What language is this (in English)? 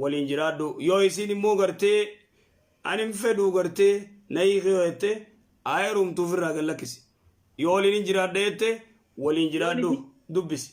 Oromo